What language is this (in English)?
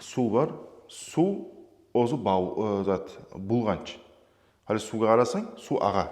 Kumyk